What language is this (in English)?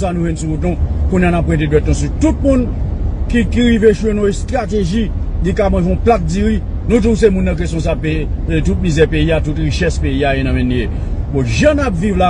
Haitian Creole